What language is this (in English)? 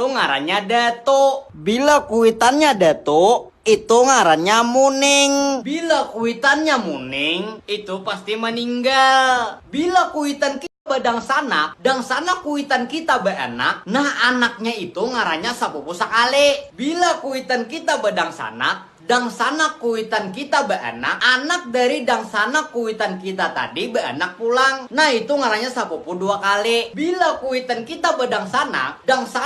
Banjar